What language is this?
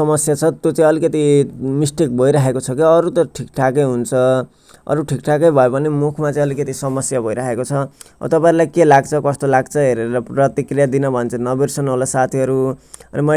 Nepali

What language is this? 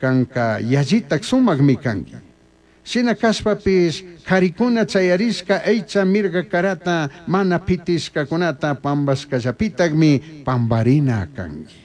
Chimborazo Highland Quichua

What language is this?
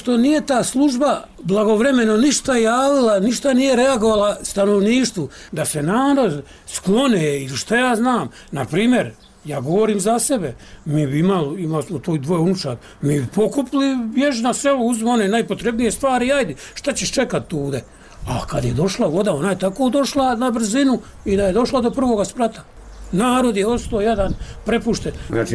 Bosnian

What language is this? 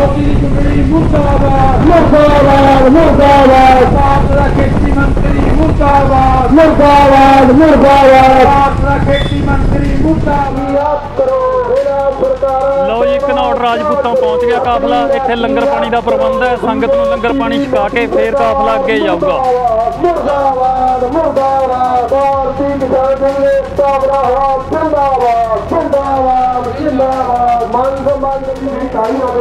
Punjabi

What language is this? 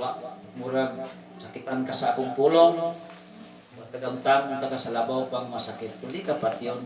Cebuano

